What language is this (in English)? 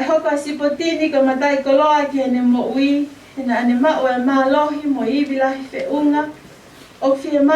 Tongan